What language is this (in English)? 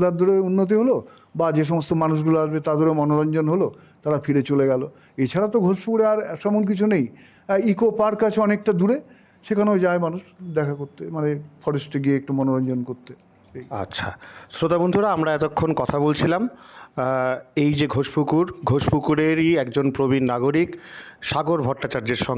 Bangla